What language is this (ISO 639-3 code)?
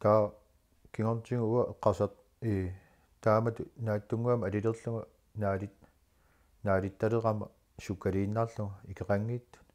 kal